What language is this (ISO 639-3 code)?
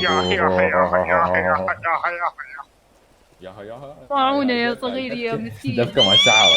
acm